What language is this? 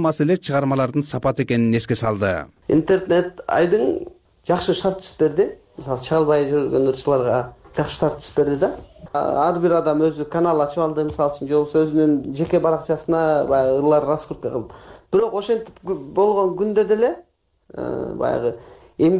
Kyrgyz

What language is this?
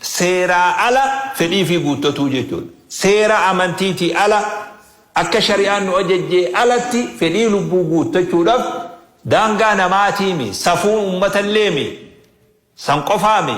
Oromo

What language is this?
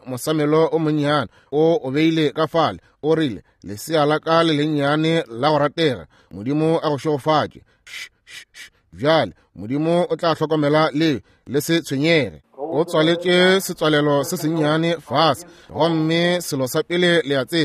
Northern Sotho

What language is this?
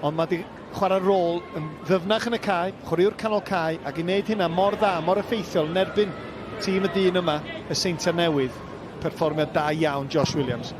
Welsh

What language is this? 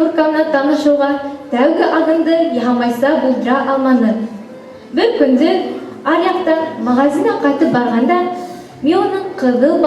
Bashkir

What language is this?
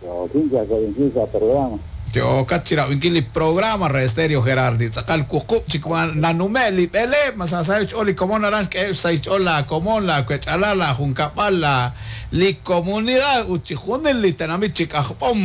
Kekchí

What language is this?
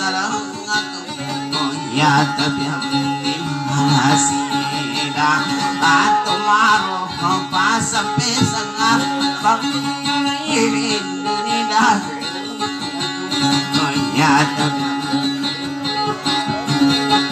Indonesian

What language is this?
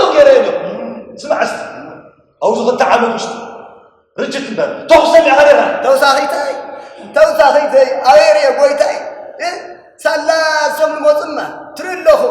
Tigrinya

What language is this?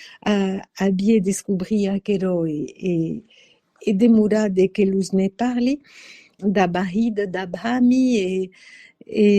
Occitan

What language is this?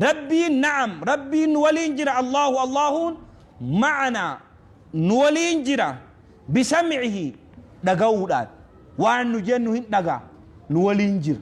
Oromo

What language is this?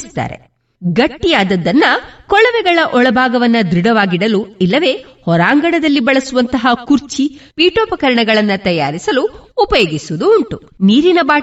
Kannada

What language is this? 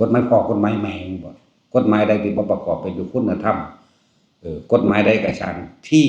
Northeastern Thai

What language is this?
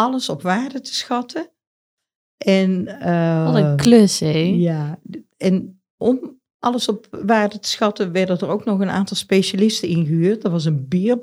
Dutch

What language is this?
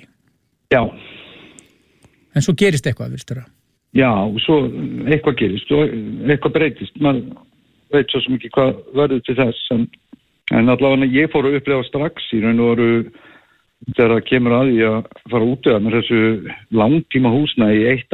Icelandic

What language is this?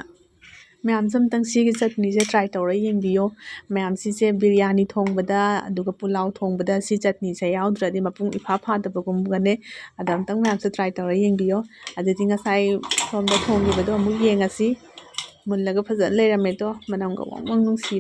Manipuri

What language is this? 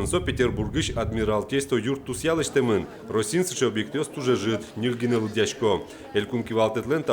Udmurt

